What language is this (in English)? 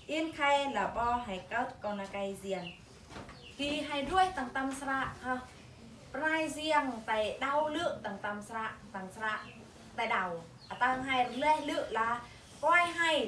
Eastern Bru